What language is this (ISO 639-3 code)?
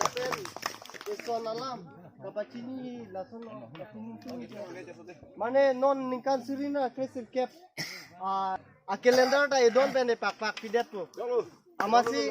mjw